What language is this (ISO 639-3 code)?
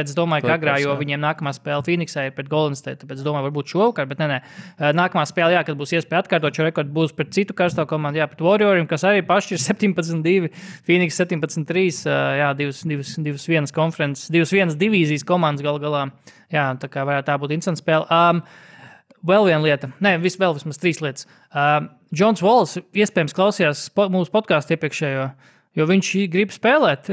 lav